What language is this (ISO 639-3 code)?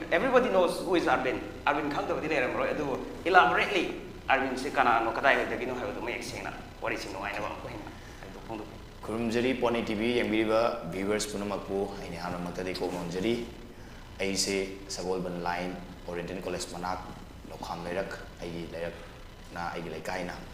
mni